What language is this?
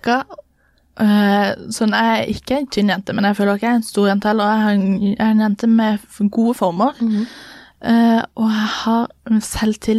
Norwegian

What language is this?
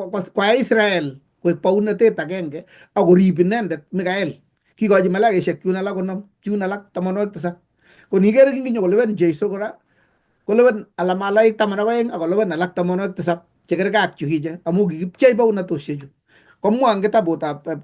Kalenjin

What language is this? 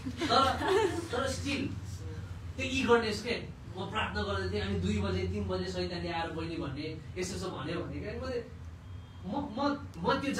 Nepali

